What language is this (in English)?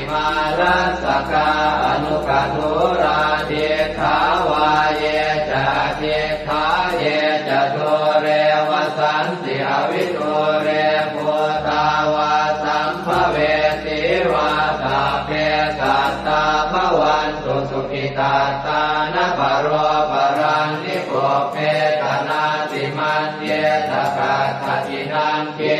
Pali